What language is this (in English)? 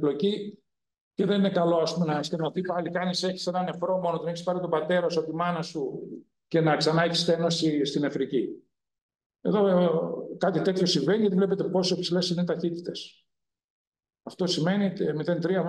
Greek